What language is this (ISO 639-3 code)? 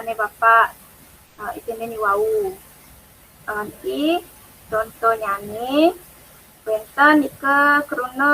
ban